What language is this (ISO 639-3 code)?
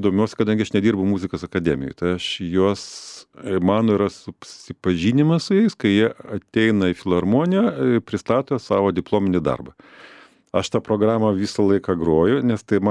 lit